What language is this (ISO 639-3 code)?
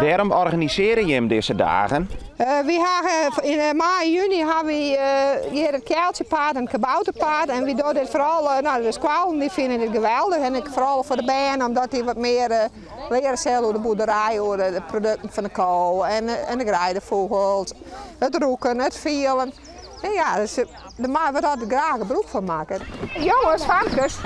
fry